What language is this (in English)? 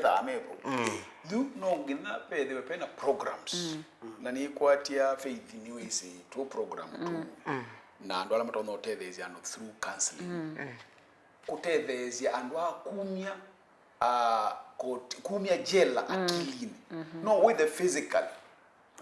Kamba